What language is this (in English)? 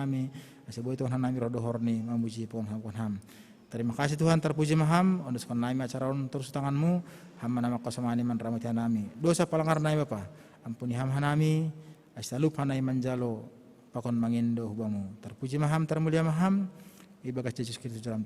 Batak Simalungun